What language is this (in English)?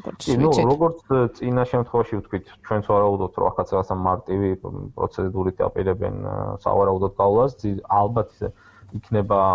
Georgian